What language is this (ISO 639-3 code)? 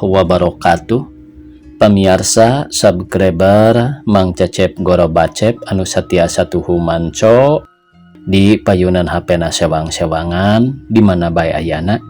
sun